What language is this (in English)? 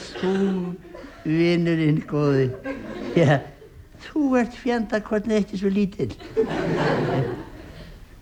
Icelandic